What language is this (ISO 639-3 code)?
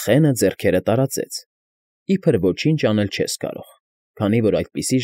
hye